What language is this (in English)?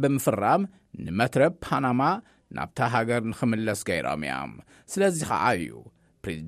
Tigrinya